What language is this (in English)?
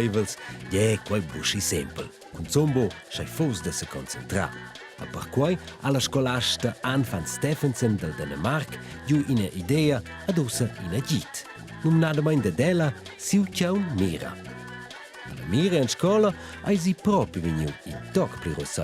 Romansh